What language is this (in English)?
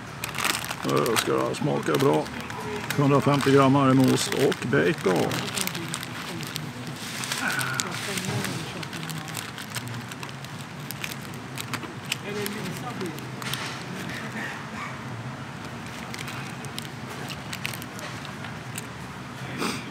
Swedish